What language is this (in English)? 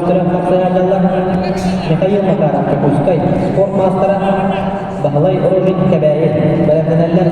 Yakut